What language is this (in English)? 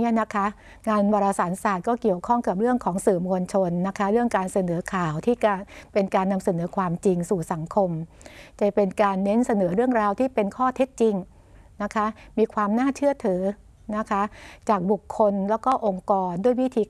Thai